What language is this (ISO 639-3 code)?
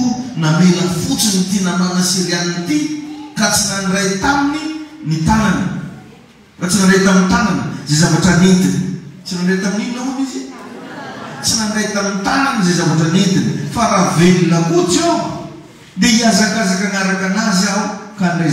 mlg